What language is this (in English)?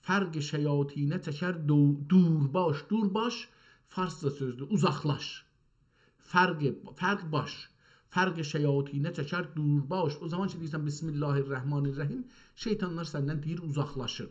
South Azerbaijani